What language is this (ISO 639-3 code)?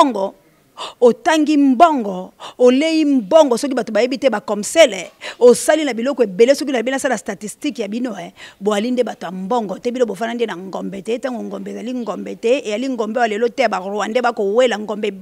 lin